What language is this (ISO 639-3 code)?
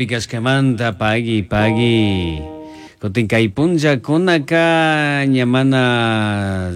qug